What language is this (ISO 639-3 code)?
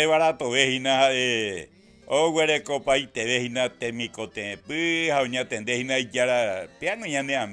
grn